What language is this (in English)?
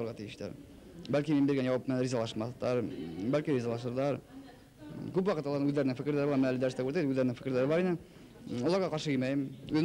Bashkir